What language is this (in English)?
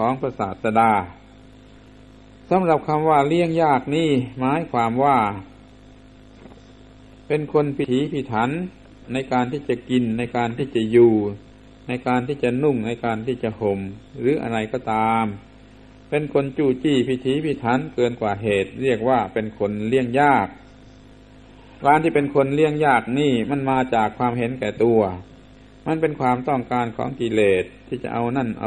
Thai